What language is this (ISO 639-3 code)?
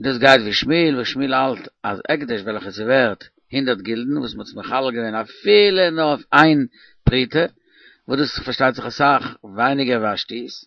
yid